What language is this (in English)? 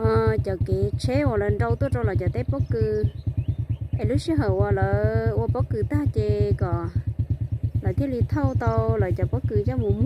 Hmong